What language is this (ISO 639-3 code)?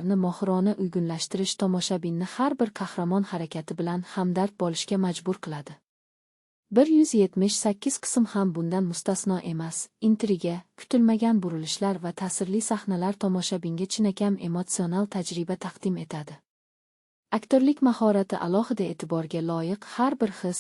uzb